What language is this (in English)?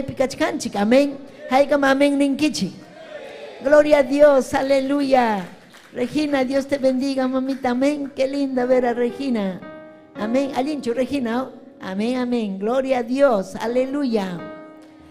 Ayacucho Quechua